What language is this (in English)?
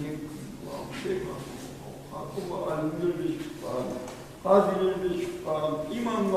Kumyk